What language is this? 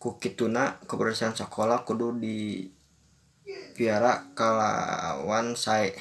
Sundanese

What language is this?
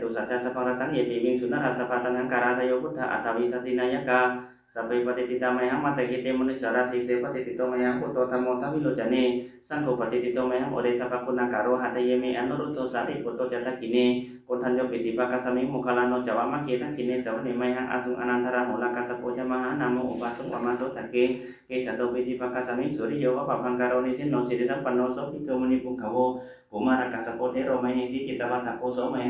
Pali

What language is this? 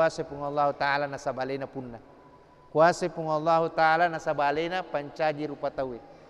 Buginese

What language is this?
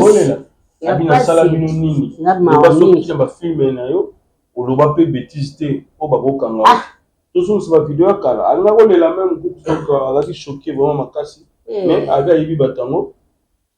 Lingala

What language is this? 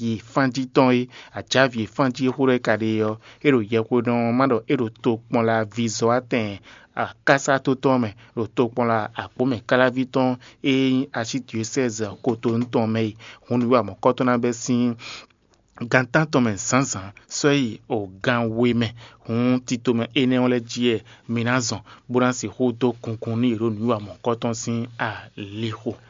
Fon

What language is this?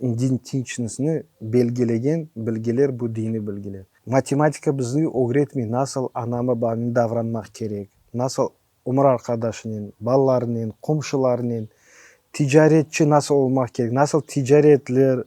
Crimean Tatar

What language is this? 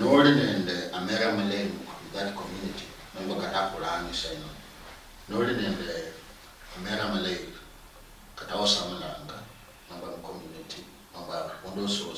Luyia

